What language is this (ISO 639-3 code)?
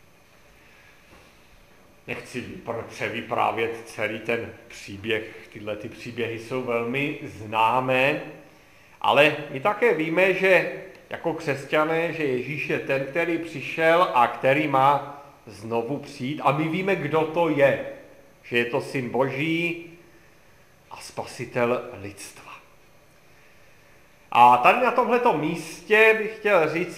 ces